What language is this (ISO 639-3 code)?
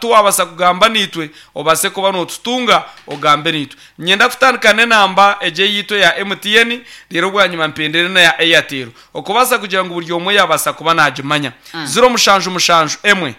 nyn